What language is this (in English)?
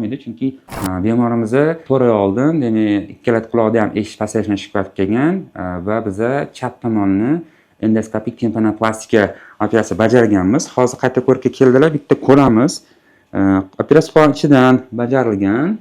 Uzbek